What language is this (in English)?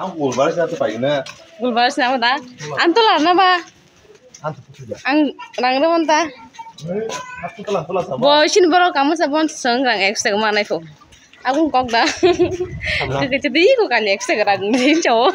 Kok Borok